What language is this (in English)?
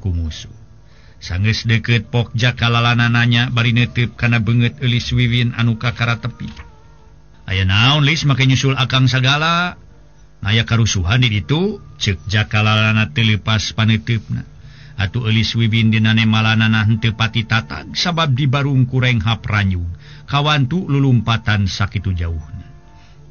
Sundanese